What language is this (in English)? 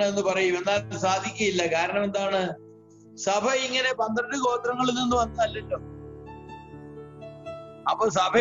Malayalam